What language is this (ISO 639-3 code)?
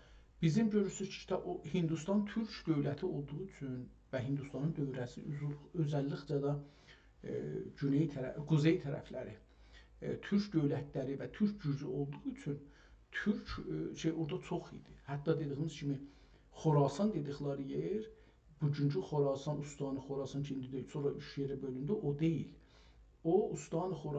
azb